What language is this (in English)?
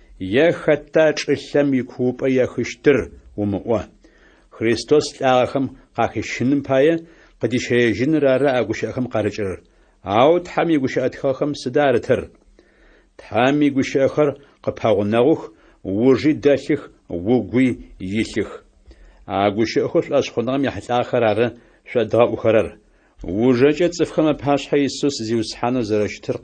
Adyghe